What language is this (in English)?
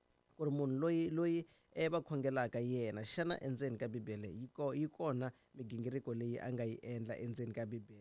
Tsonga